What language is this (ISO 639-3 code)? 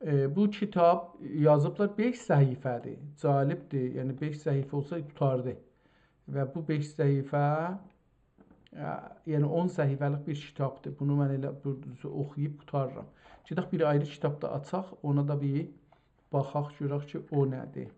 azb